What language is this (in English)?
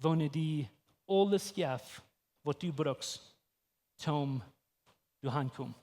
Plautdietsch